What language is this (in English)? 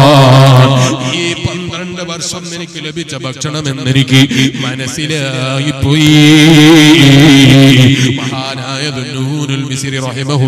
Malayalam